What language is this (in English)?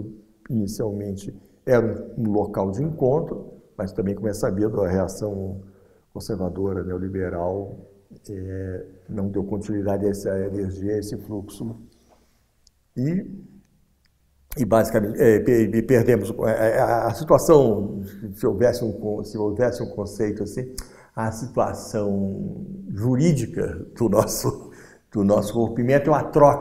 Portuguese